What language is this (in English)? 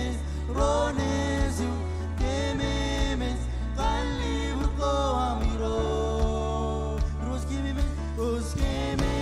Marshallese